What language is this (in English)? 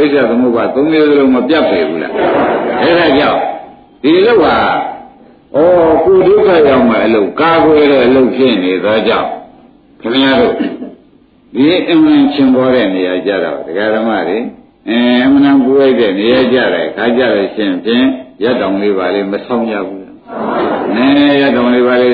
Burmese